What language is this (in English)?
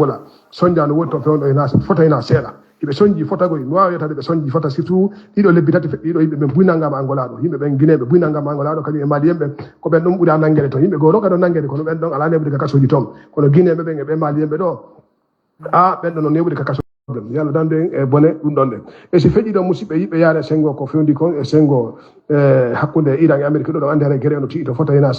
Fula